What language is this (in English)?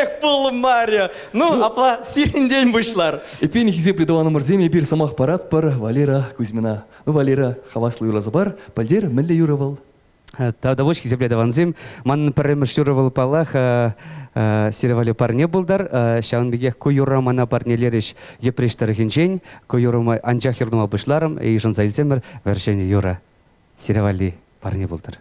Chuvash